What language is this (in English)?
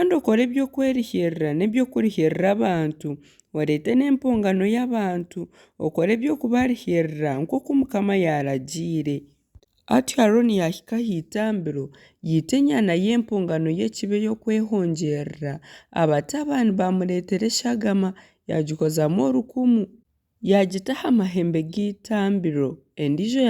Nyankole